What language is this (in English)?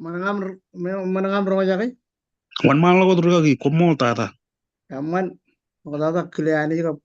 Marshallese